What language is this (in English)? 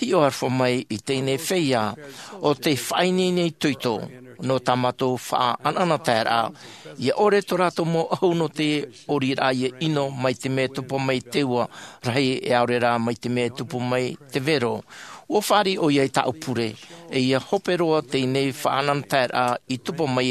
Tahitian